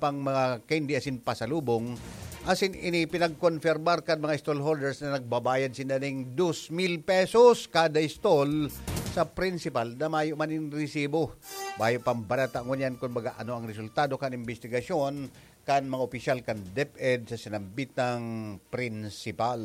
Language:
Bikol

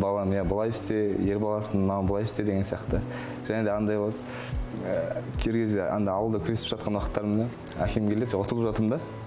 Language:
Kazakh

